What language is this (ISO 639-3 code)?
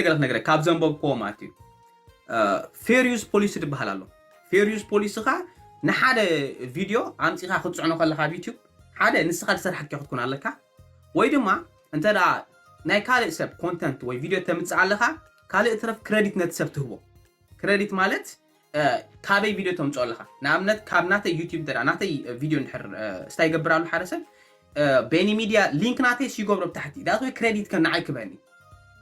tir